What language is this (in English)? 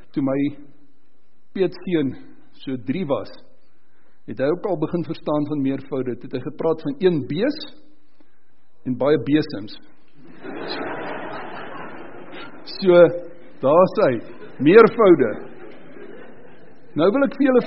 Afrikaans